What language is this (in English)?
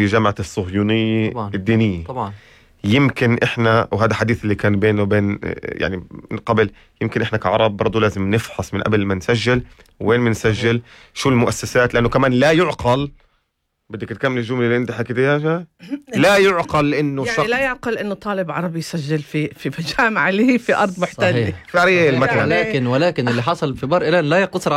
North Levantine Arabic